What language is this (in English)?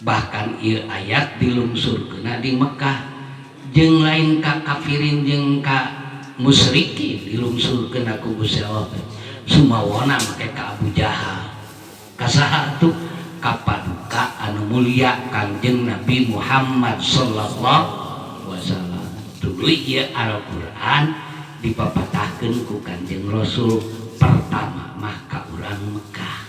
Sundanese